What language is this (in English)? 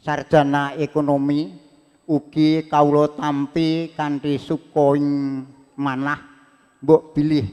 Javanese